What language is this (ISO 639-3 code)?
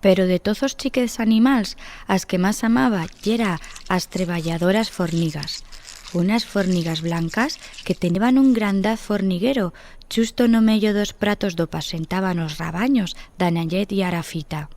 arg